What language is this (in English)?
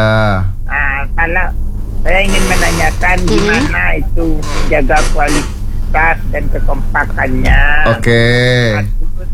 Indonesian